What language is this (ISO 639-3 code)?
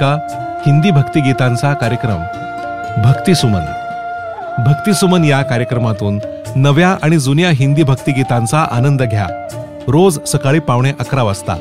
mar